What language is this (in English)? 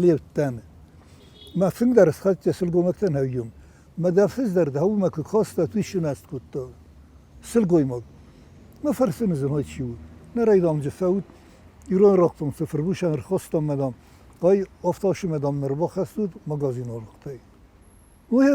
Ossetic